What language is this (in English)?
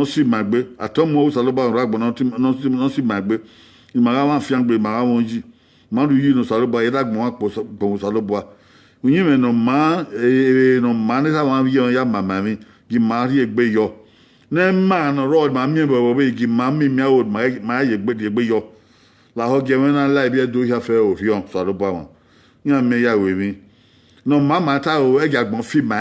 Bini